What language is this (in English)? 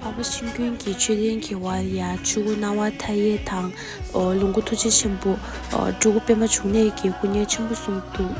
Tibetan